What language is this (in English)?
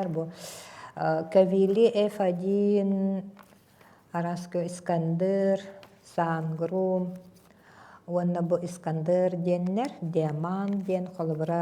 Yakut